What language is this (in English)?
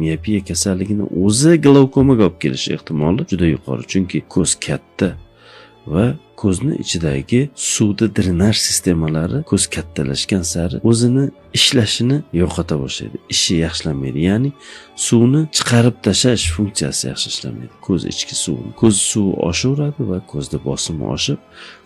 Uzbek